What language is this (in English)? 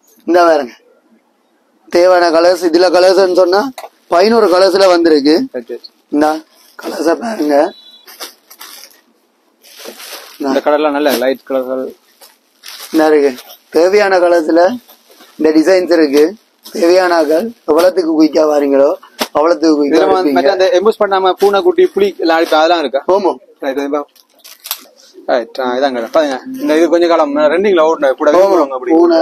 Tamil